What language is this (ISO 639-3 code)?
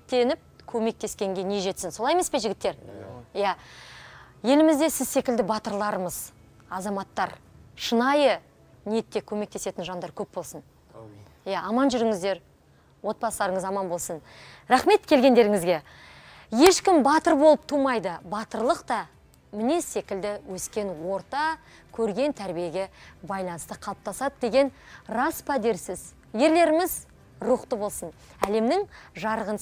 kaz